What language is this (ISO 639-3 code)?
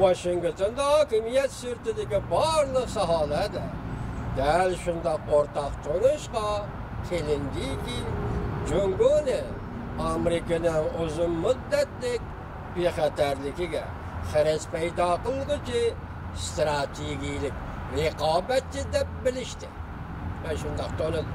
uig